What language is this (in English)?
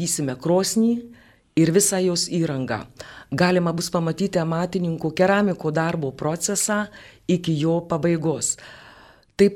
Lithuanian